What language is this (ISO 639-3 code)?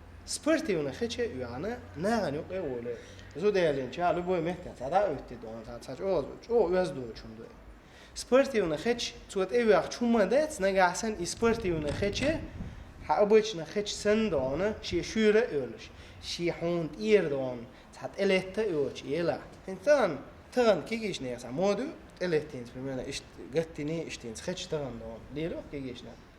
che